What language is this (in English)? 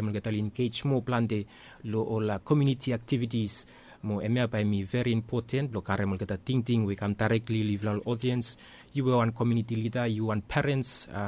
Bislama